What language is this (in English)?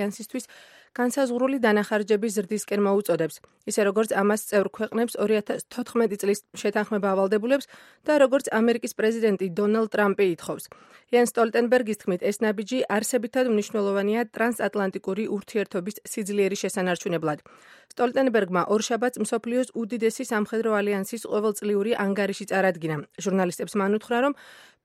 Georgian